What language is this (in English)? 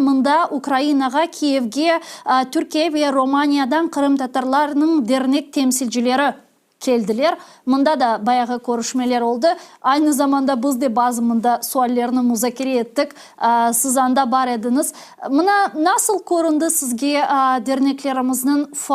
Crimean Tatar